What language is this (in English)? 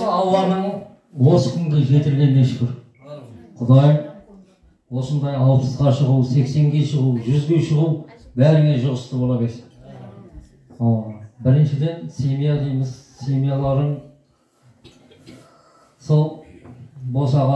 Kazakh